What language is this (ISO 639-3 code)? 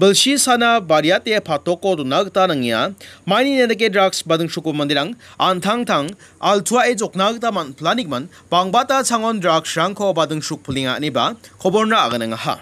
grt